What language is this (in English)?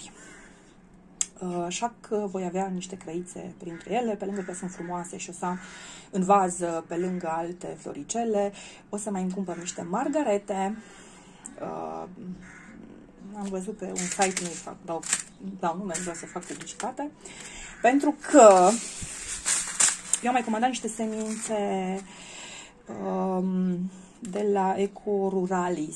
Romanian